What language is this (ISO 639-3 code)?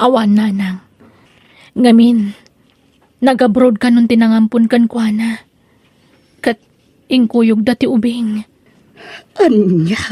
ilo